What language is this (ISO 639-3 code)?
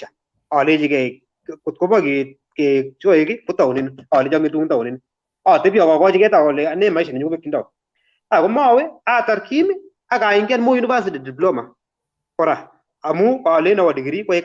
kln